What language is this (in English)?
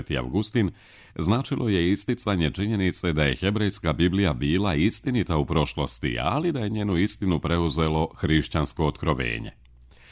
Serbian